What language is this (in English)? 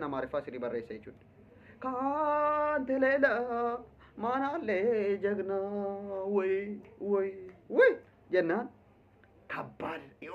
Oromo